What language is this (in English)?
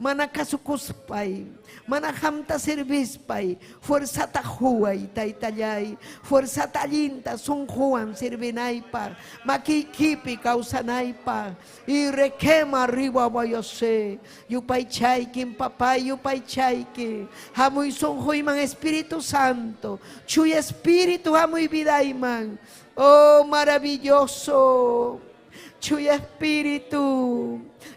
Ayacucho Quechua